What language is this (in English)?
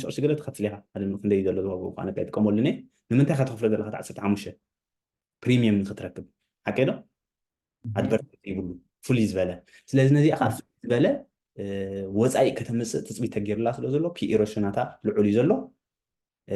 Tigrinya